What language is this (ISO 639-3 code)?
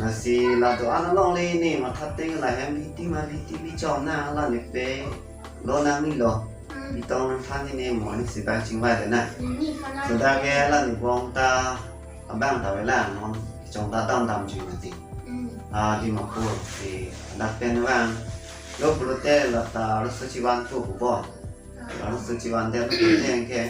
mjw